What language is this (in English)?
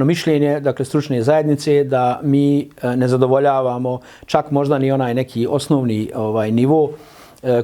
Bosnian